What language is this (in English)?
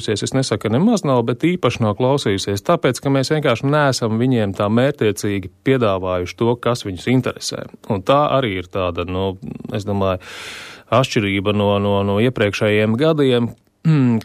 Latvian